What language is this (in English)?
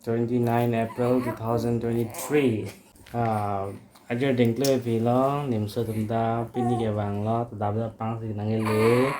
Karbi